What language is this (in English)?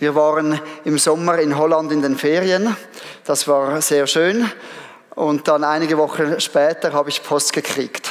Swiss German